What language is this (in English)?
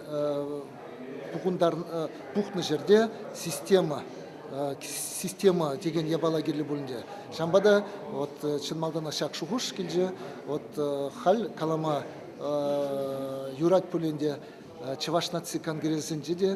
Chuvash